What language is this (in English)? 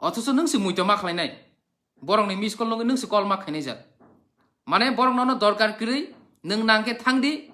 Kok Borok